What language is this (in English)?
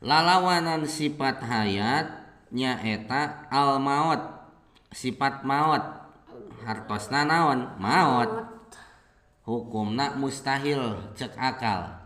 Sundanese